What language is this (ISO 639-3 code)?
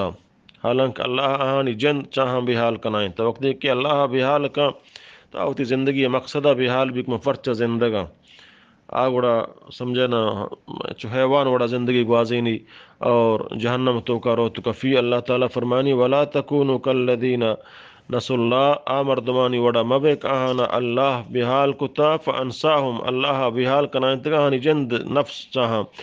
bgp